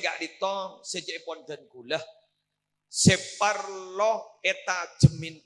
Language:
Madurese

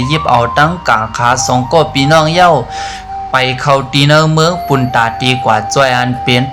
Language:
Shan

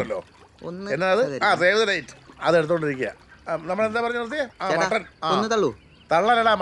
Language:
Malayalam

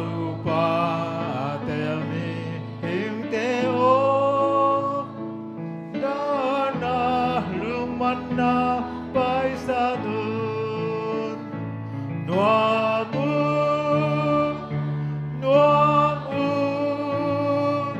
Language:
Tedim Chin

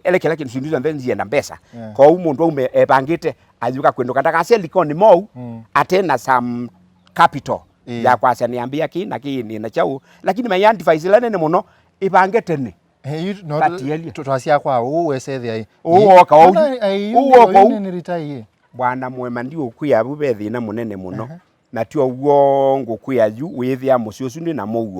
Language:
Kamba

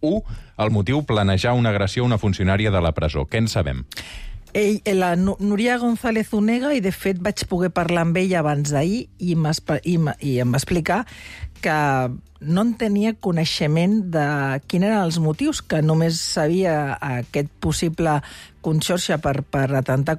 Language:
Catalan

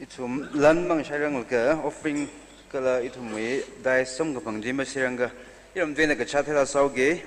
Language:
Tangkhul Naga (India)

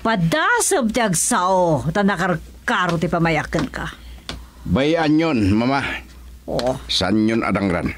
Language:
Iloko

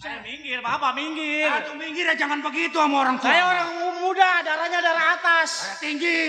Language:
Betawi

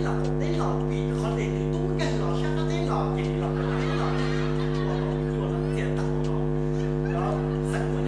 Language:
Hmong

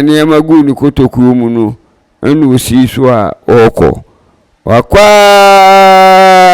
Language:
Akan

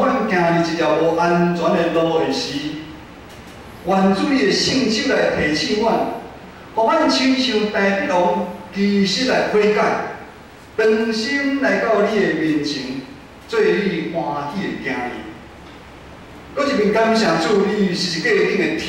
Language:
Min Nan Chinese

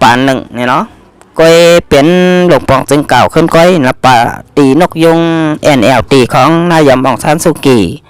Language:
Shan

